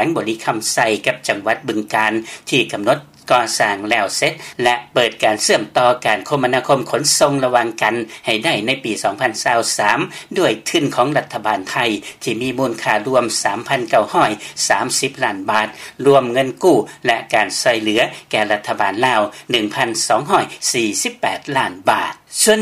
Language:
Lao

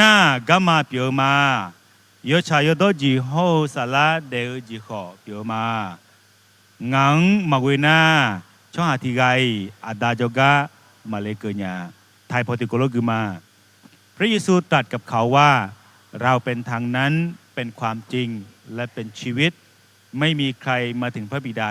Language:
Akha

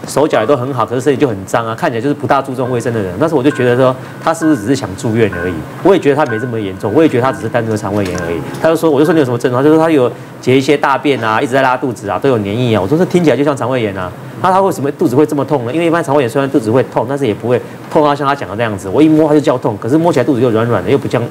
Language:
Chinese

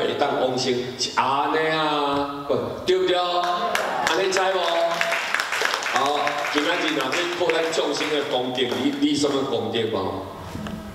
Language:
Min Nan Chinese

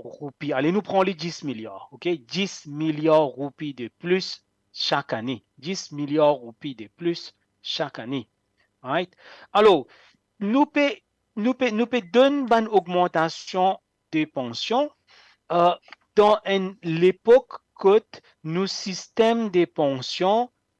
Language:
Morisyen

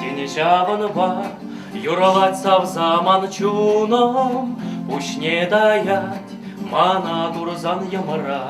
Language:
Chuvash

